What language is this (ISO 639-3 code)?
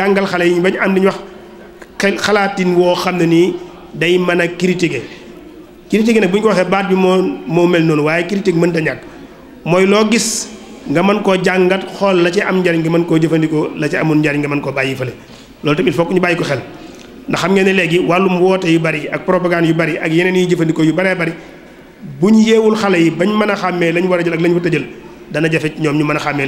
wol